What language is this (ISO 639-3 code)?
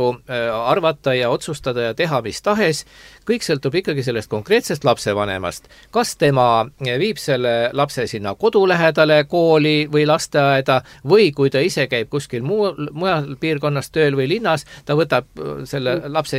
est